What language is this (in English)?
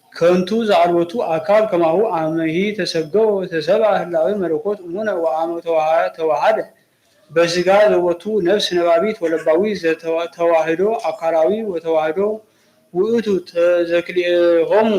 Geez